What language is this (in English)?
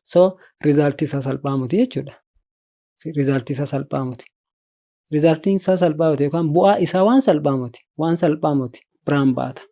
Oromo